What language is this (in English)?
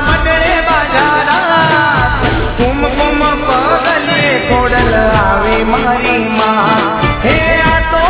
Gujarati